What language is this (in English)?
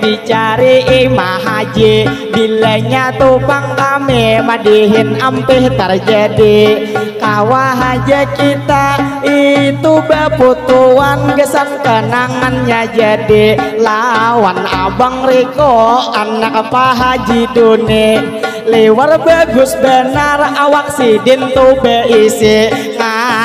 Banjar